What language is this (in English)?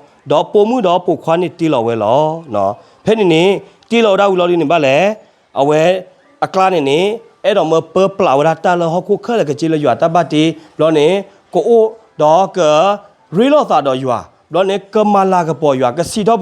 S'gaw Karen